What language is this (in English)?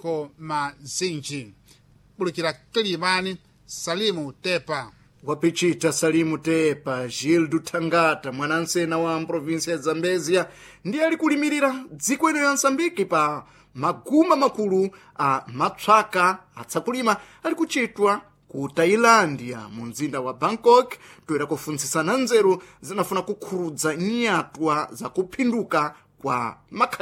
Sena